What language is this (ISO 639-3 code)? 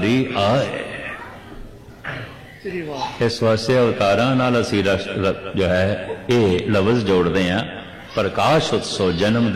pan